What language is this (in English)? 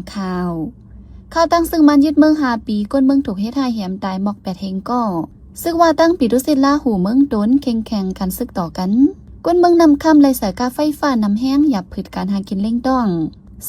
Shan